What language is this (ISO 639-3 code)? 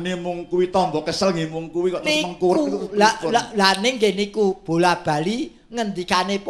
jav